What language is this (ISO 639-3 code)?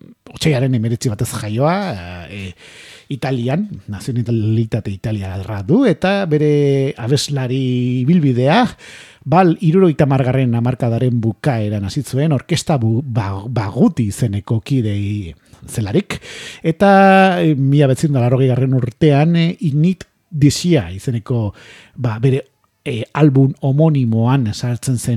eus